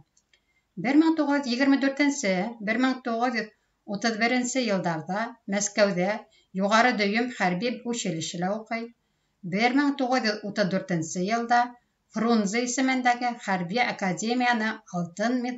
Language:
Bashkir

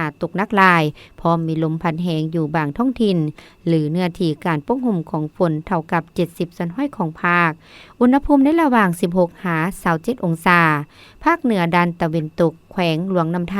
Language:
Lao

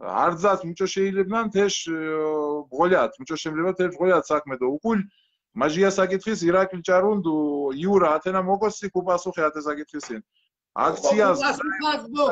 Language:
Mingrelian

